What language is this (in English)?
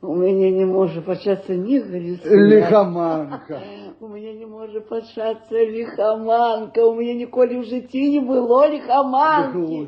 Belarusian